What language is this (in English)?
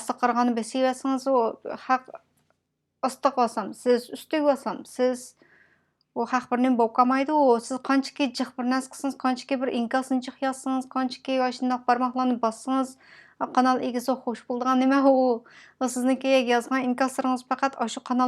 Uyghur